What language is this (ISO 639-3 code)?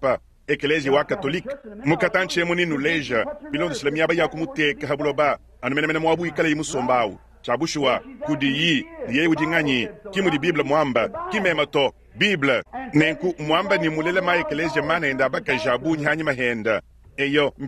lua